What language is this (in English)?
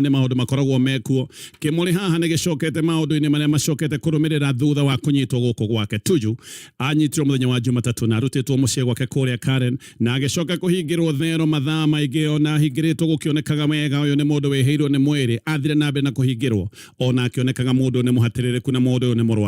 Kikuyu